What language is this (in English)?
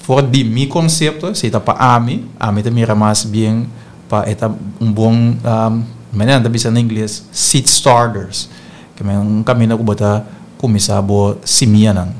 Papiamento